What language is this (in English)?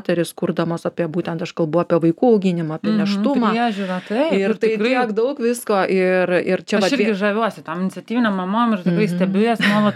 Lithuanian